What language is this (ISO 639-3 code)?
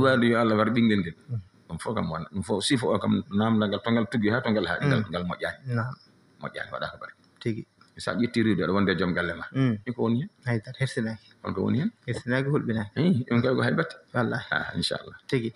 ful